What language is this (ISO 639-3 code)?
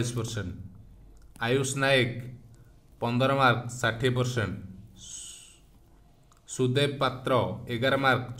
ori